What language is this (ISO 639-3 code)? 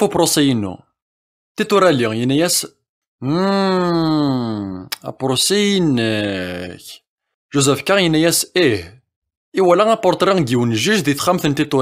kab